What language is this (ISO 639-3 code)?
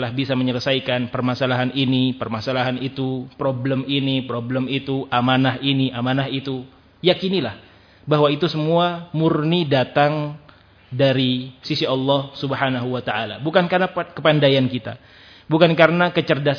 ind